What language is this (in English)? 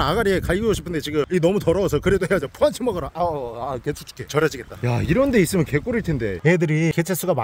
Korean